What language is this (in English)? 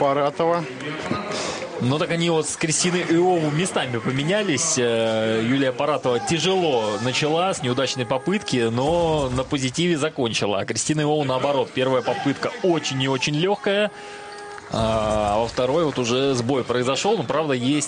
Russian